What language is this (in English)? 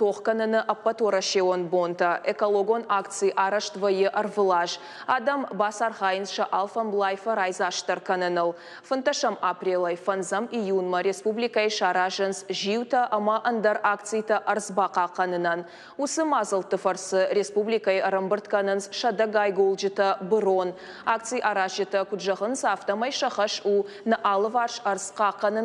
Ossetic